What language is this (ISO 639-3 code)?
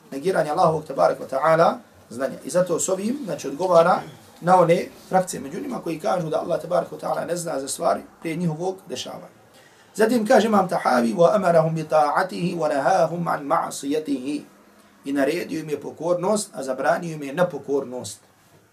bos